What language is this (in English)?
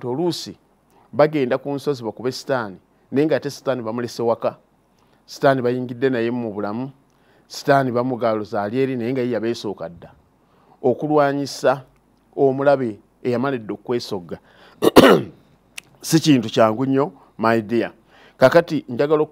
Ganda